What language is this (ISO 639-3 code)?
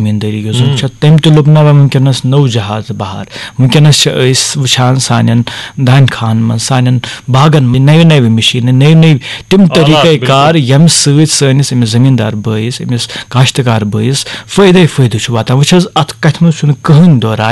kas